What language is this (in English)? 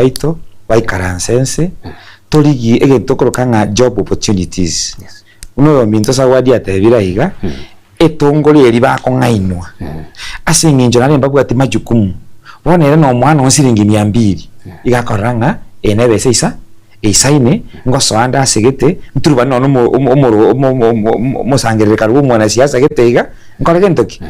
Gusii